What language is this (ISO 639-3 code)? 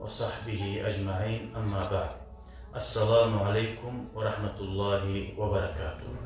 kum